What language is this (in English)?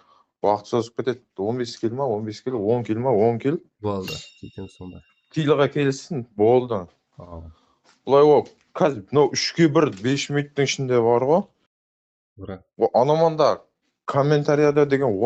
Kara-Kalpak